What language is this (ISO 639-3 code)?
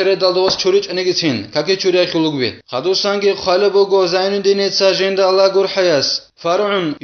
ava